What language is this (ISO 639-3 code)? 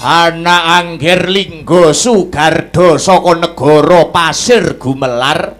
jav